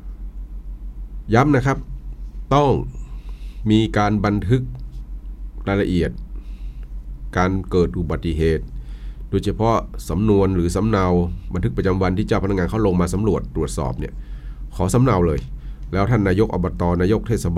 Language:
Thai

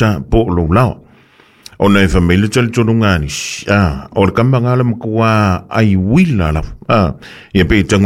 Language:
Samoan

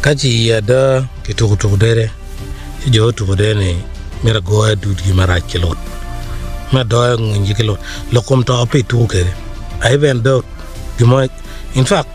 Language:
Acoli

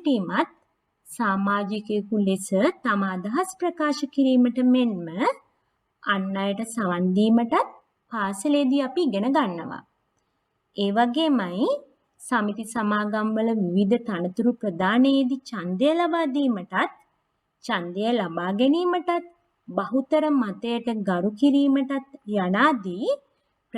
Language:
Sinhala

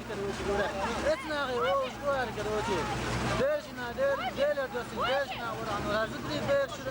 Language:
Chechen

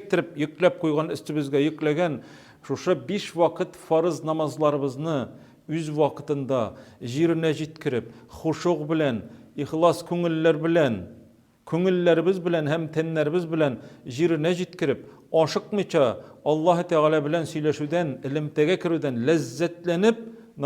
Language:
Tatar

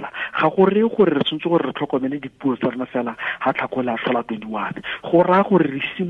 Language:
Tswana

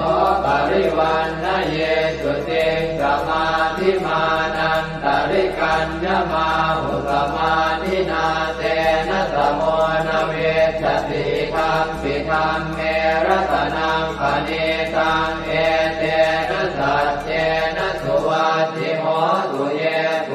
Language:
Pali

